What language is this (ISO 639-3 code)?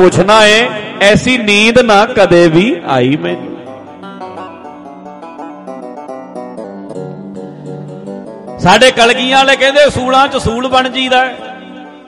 pan